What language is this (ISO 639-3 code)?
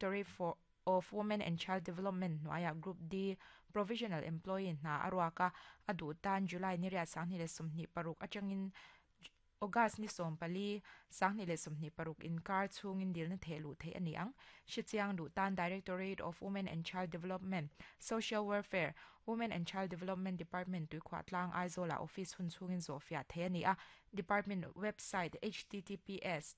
lus